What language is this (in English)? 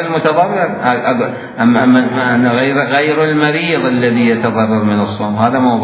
Mesopotamian Arabic